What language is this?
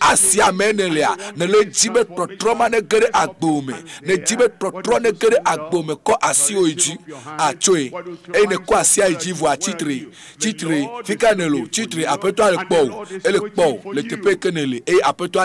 Ewe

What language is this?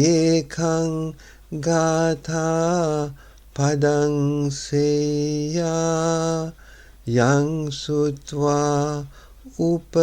Sinhala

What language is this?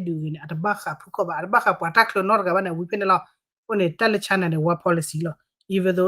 S'gaw Karen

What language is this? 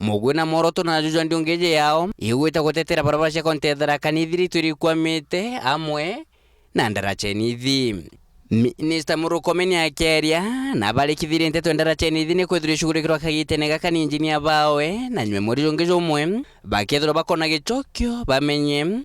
Meru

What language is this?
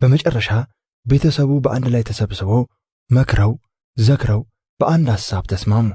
Amharic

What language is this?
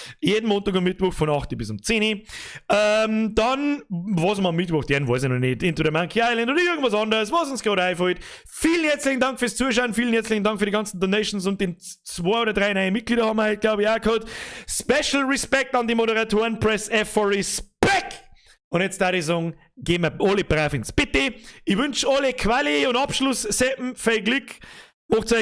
Bavarian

